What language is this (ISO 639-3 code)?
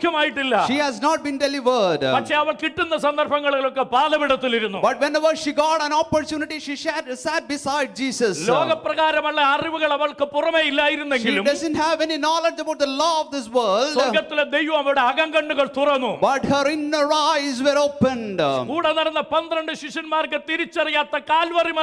mal